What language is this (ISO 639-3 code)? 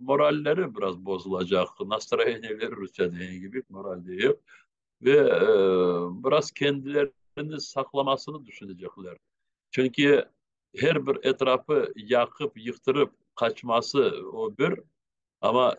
crh